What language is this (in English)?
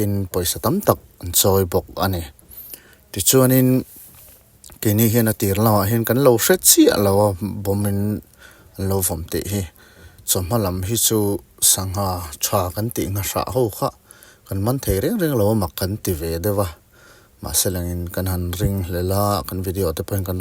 Mizo